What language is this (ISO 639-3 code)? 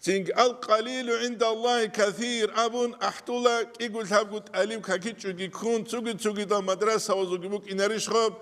ava